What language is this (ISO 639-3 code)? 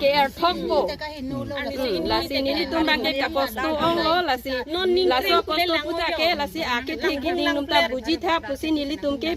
mjw